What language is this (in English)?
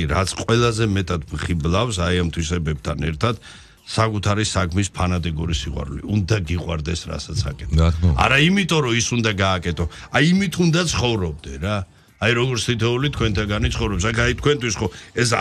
Georgian